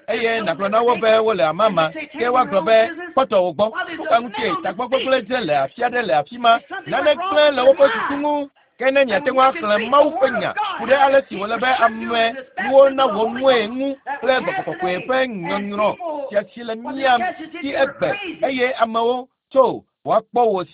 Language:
Ewe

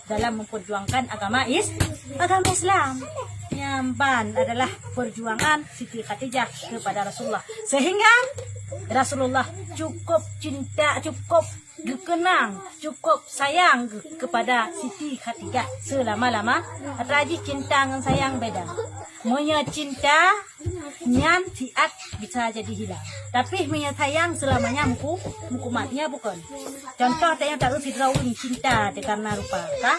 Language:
Achinese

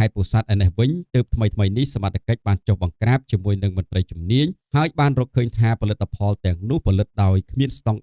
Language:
Khmer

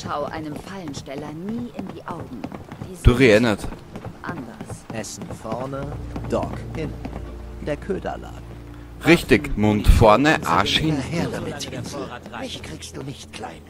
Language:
Bavarian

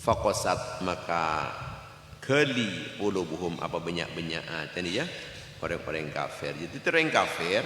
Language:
Madurese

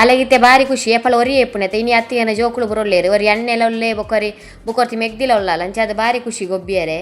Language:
Tulu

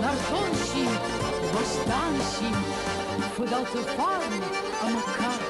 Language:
Ossetic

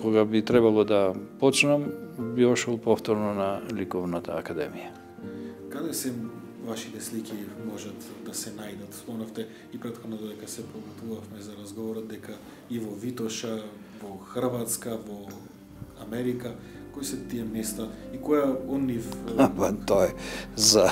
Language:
Macedonian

